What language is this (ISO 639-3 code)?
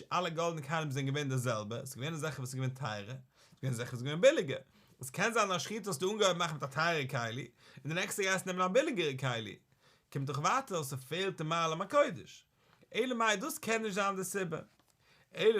yid